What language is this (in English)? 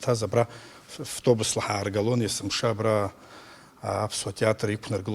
Abkhazian